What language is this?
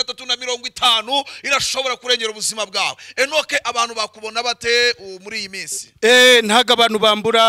Kinyarwanda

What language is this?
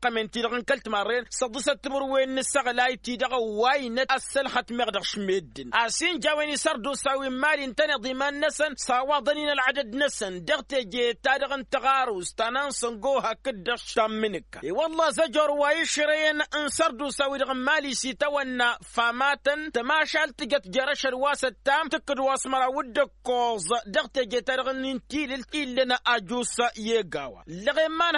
Tamasheq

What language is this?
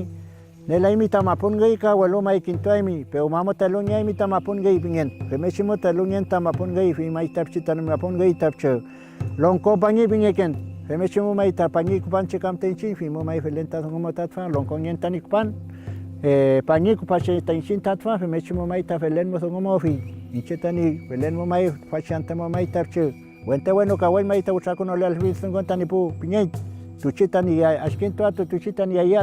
Mapuche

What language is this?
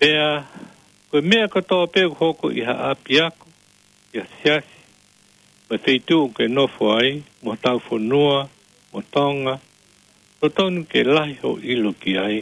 Tongan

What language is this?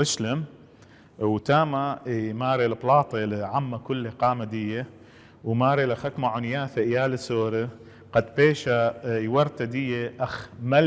Assyrian Neo-Aramaic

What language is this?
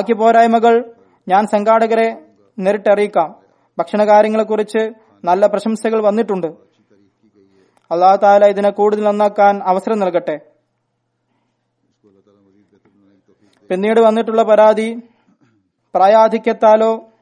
Malayalam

